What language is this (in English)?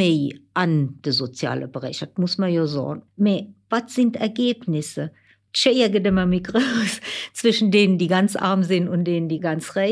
Luxembourgish